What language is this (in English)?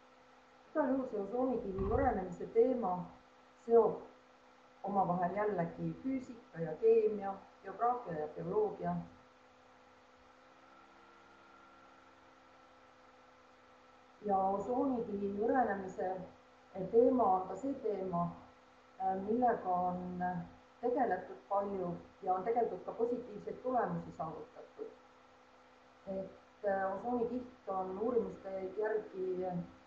Estonian